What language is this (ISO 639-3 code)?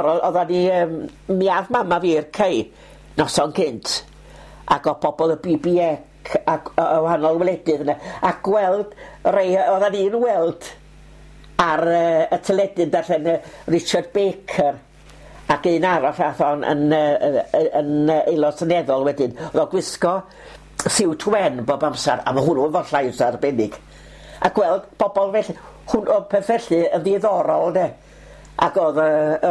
cym